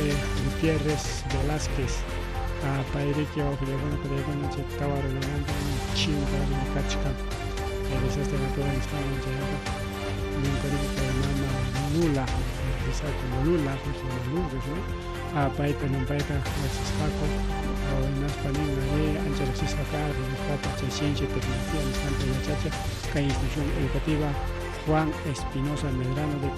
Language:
Ayacucho Quechua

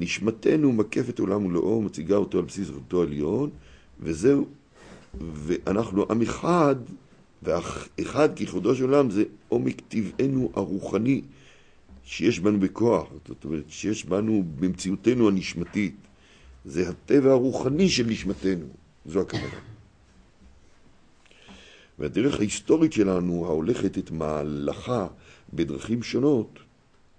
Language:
Hebrew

